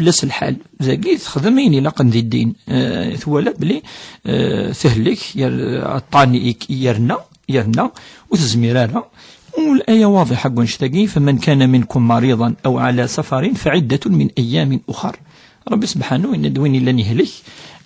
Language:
Kabyle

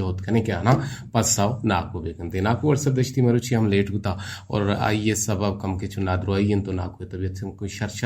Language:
Eastern Balochi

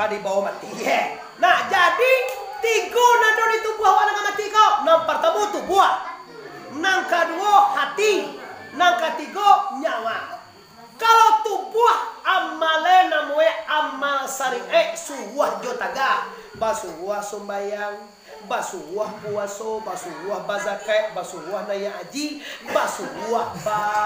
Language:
Minangkabau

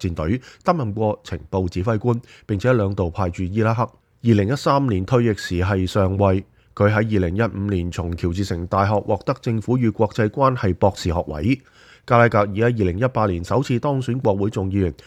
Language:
Cantonese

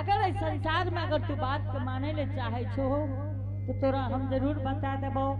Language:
Angika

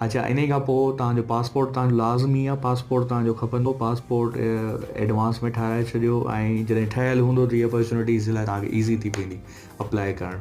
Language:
Sindhi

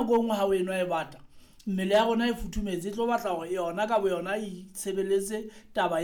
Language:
Southern Sotho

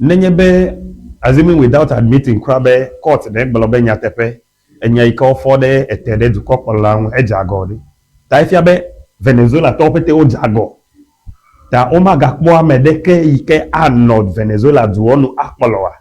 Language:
Ewe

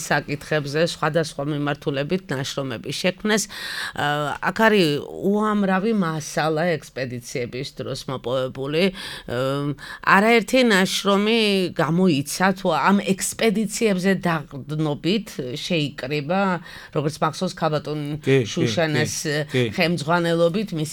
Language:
Georgian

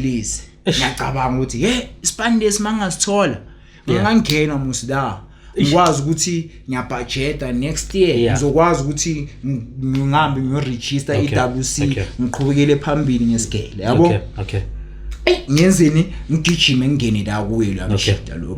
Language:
Zulu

